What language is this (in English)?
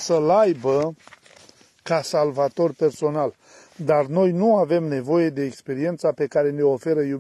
Romanian